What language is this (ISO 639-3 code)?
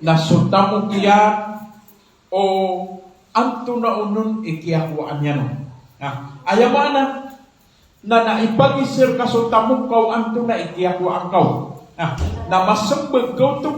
mrw